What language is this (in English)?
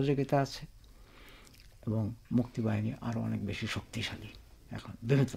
Bangla